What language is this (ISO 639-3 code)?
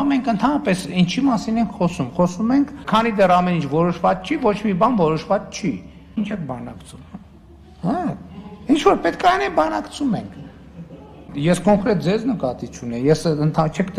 hye